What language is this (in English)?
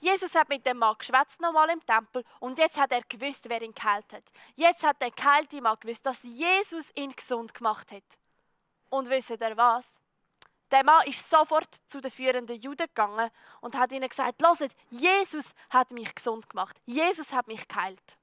Swiss German